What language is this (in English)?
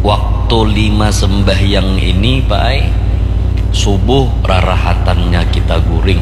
Banjar